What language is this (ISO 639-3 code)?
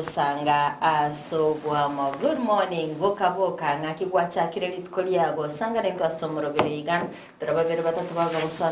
guz